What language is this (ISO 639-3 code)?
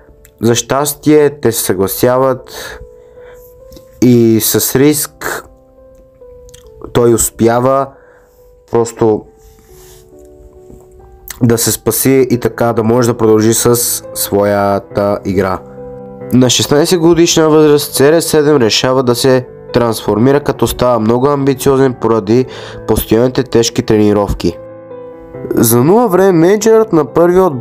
bul